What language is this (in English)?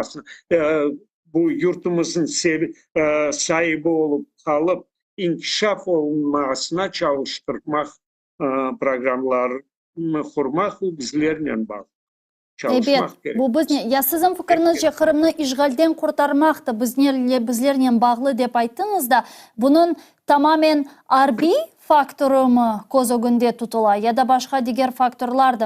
Crimean Tatar